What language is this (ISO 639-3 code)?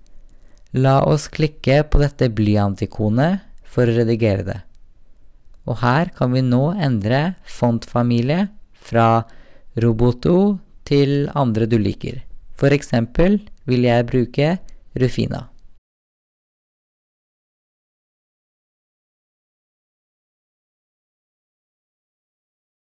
nor